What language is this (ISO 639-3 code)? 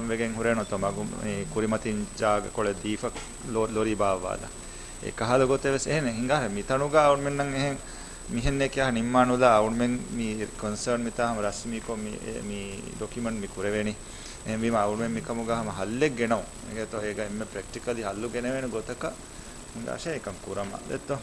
div